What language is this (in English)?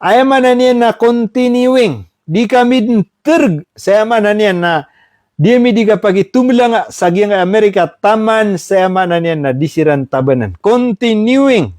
Maranao